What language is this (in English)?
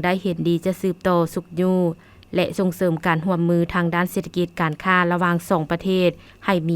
Lao